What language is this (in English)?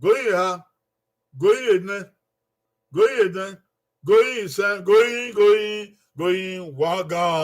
Bini